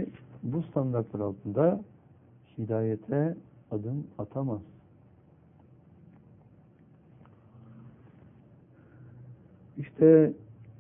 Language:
Turkish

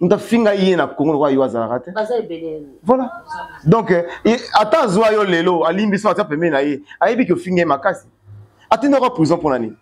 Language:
Lingala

